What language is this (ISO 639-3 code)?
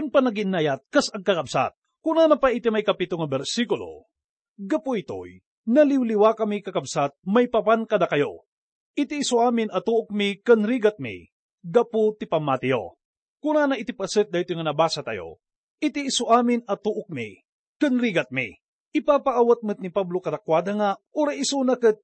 ilo